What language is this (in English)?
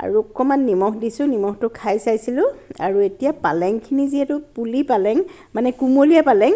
Assamese